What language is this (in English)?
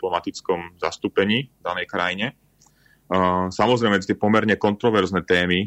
Slovak